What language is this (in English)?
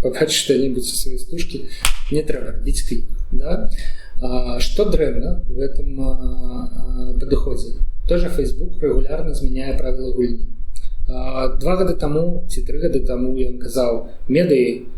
Belarusian